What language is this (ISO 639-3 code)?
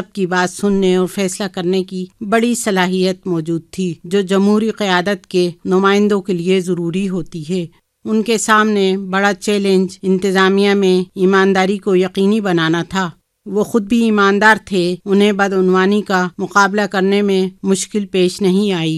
urd